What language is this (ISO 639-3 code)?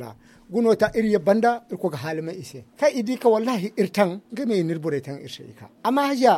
dje